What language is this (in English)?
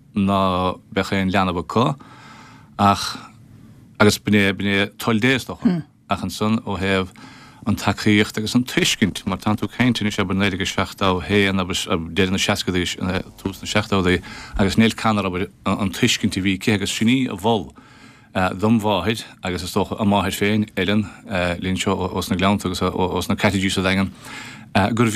Irish